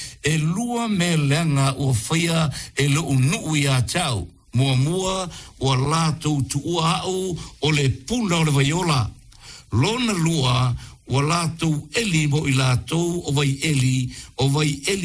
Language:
Samoan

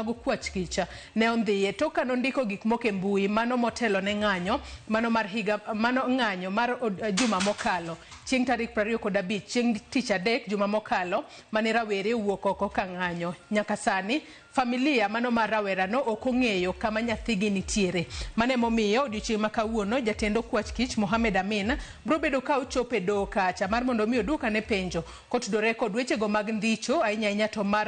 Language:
Luo (Kenya and Tanzania)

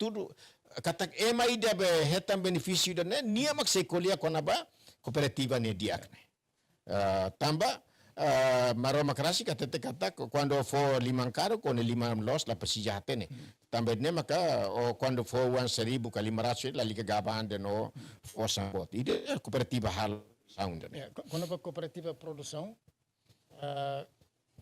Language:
Tetum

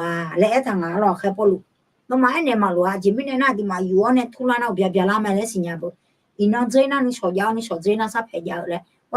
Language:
Akha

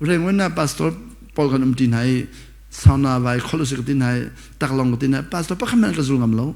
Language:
Hakha Chin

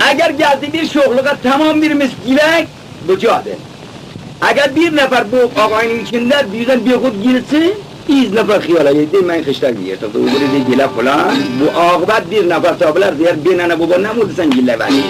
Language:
Khorasani Turkish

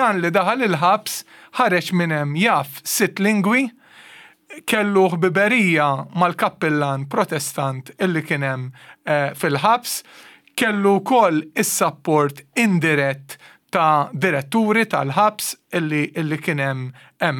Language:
Maltese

